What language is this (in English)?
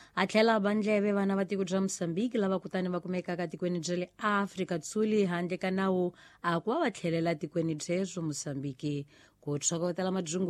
Tsonga